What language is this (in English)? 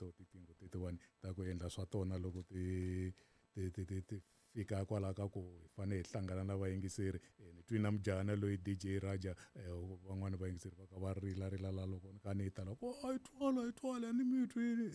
Tsonga